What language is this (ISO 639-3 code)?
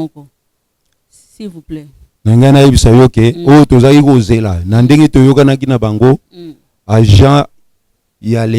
lin